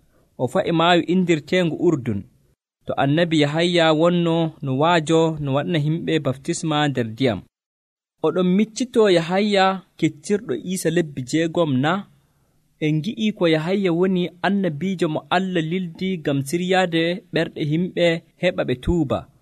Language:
Nigerian Fulfulde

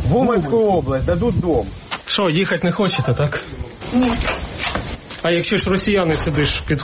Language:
Ukrainian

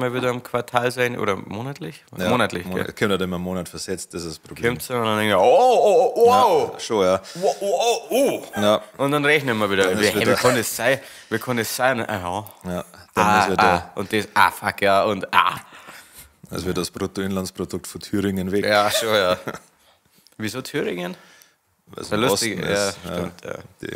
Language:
Bavarian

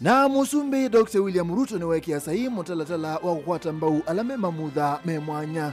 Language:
Kamba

